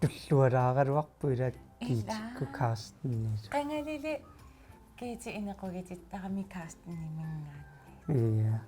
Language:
Kalaallisut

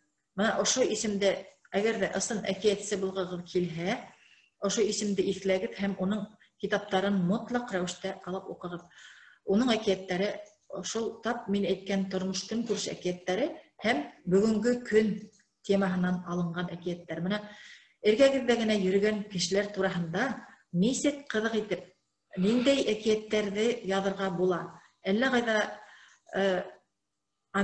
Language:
Bashkir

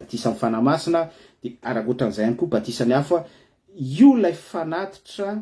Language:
Malagasy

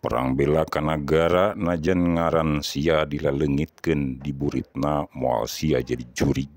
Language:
Sundanese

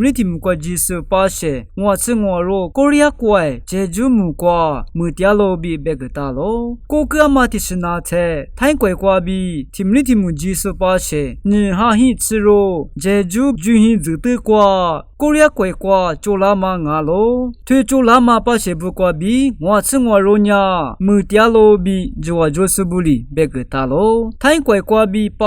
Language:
Lisu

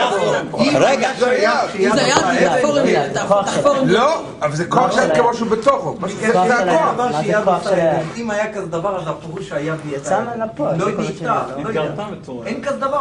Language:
Hebrew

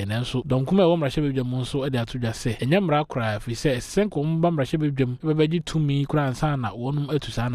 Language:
Akan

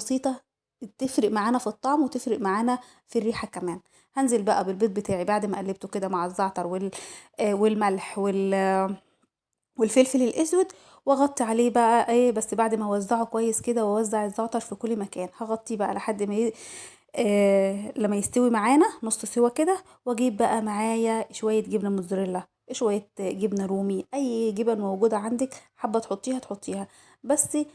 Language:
Egyptian Arabic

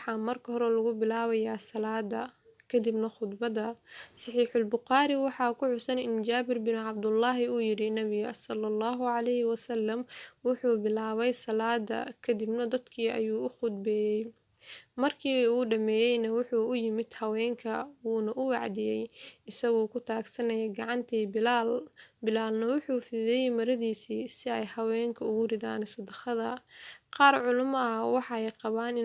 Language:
Somali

